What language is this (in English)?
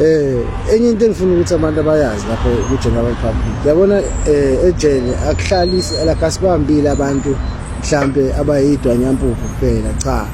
Zulu